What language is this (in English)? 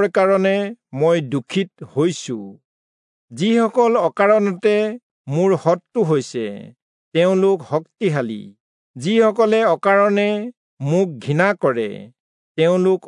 Assamese